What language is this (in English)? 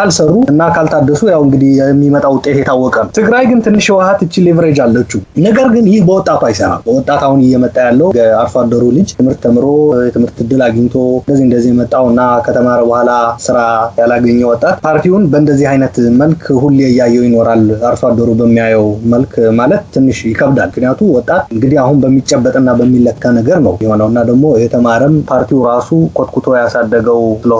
Amharic